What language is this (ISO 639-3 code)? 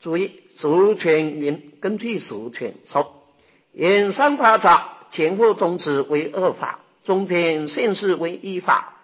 zho